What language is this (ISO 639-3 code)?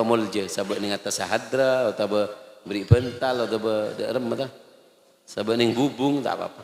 mad